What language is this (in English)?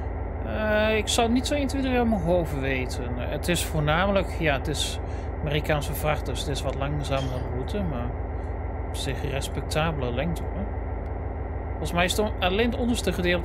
Dutch